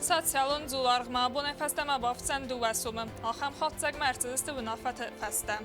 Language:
Ossetic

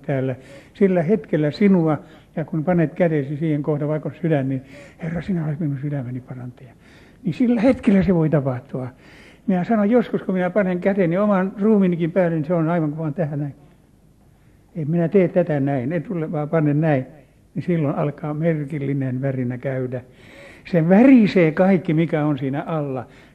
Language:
Finnish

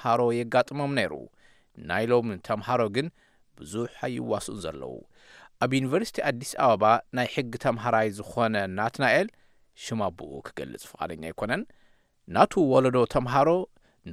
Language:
Tigrinya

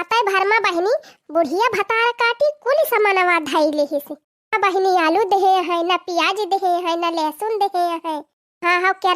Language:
Awadhi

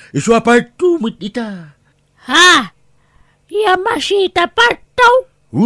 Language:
Iloko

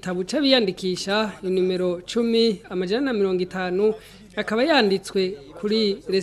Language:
Rundi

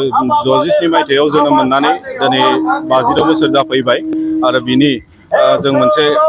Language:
Bodo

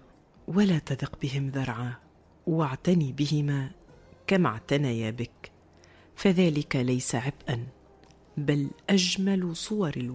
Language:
Tunisian Arabic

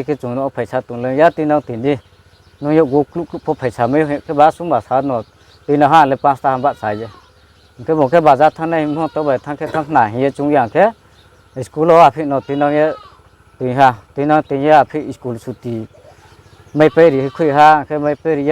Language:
Riang (India)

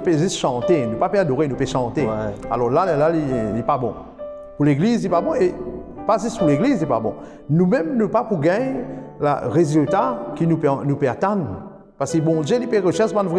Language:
Morisyen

